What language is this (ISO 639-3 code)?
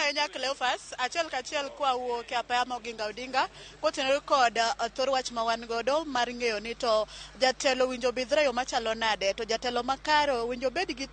luo